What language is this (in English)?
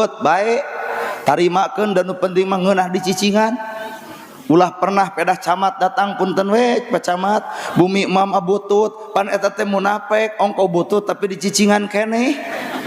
Sundanese